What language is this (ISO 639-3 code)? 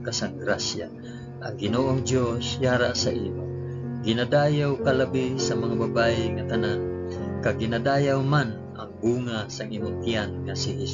hil